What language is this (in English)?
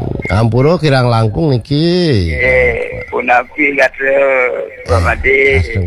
Balinese